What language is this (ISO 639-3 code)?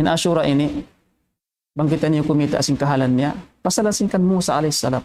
tsg